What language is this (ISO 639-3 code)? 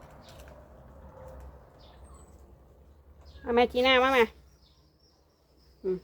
lao